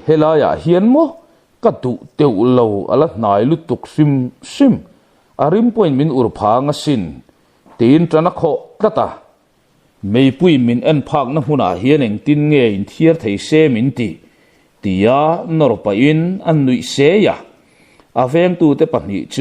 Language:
Mizo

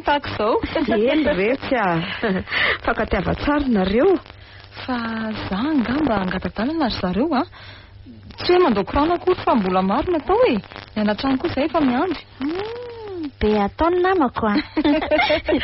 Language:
Malagasy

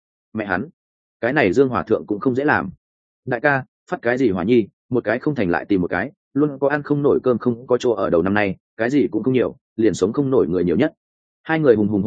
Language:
Vietnamese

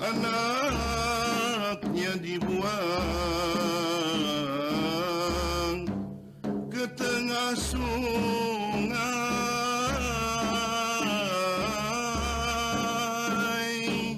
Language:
Banjar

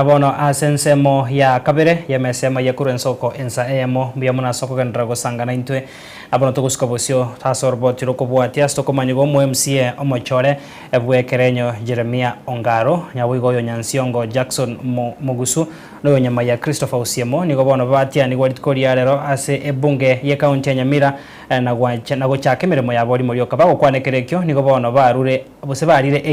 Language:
Gusii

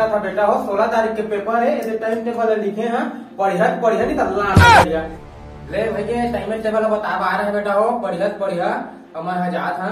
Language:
Chhattisgarhi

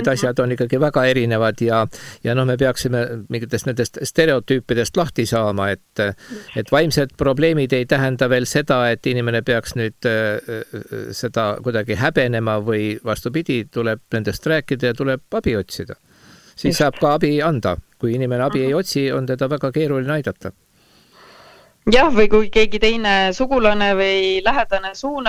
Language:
Estonian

